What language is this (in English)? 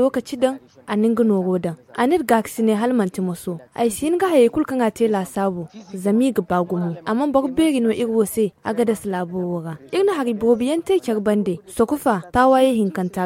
Zarma